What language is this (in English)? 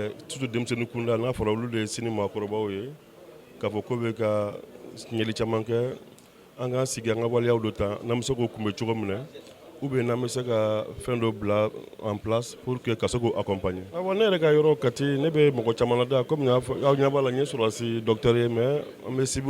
Bambara